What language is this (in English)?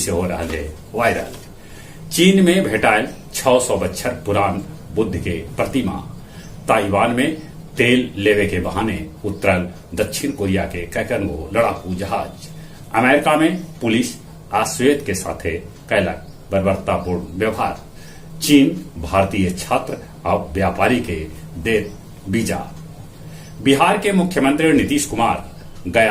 Magahi